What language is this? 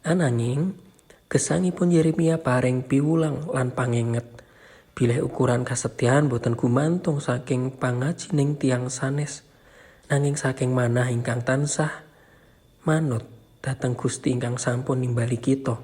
Javanese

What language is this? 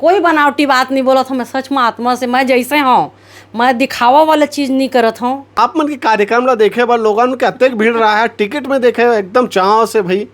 Chhattisgarhi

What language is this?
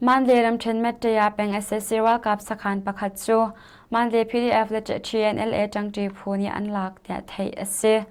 Hakha Chin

